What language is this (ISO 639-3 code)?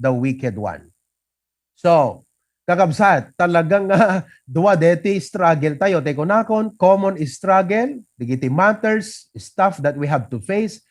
ilo